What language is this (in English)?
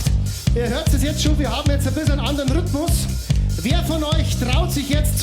Bavarian